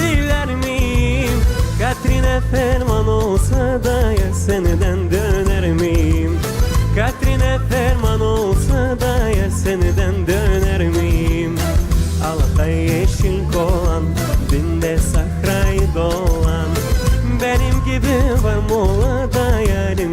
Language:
Gagauz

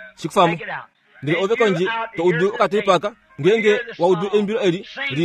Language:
Kuanyama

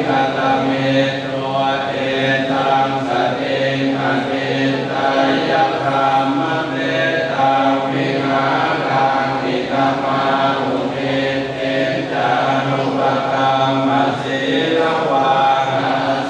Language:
Pali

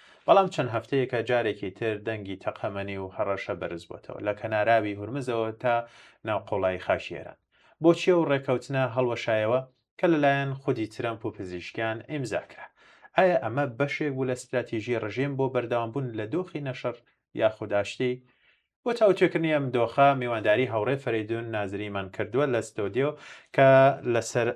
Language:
Central Kurdish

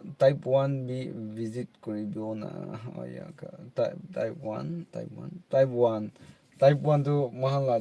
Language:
Naga Pidgin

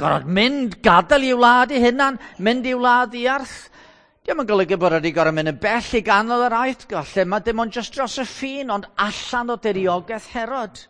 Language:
Welsh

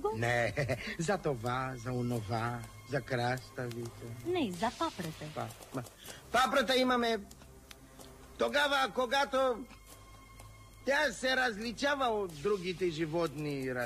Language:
Bulgarian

